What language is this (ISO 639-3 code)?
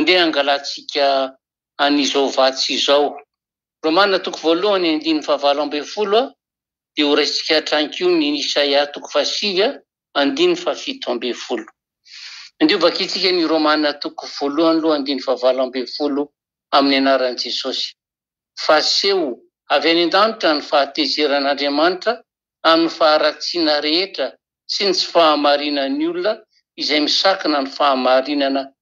mlg